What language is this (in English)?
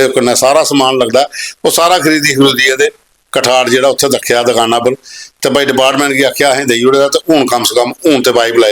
Dogri